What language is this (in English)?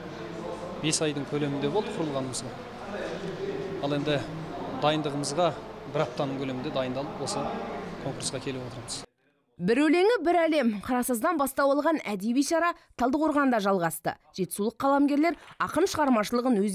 Kazakh